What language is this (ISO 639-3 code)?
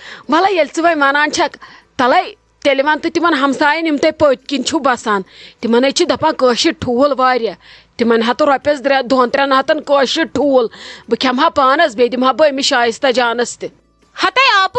kas